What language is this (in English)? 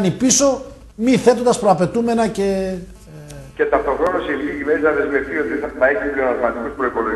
Greek